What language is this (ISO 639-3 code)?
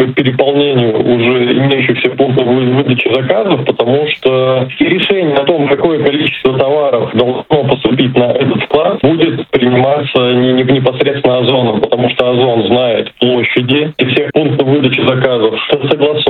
rus